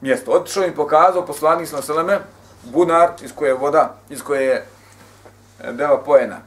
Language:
Bosnian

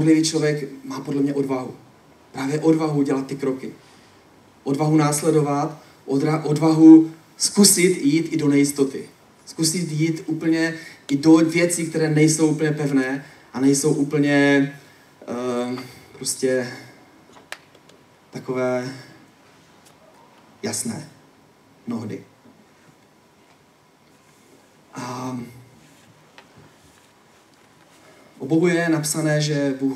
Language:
Czech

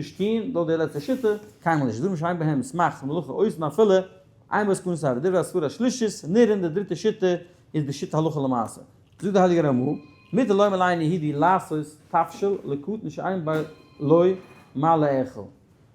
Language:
Yiddish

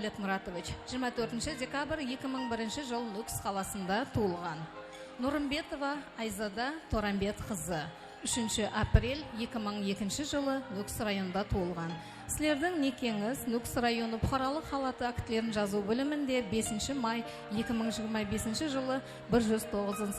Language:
Kara-Kalpak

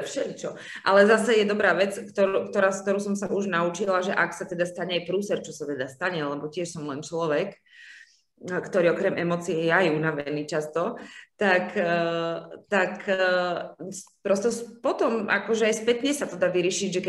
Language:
Slovak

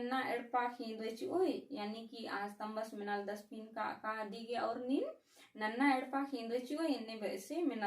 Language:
Kurukh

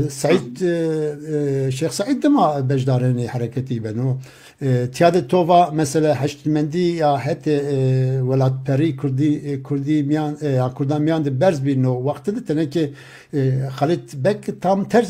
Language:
Zaza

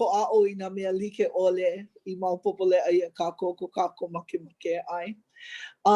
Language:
Hawaiian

